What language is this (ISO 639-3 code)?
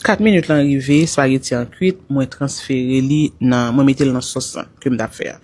hat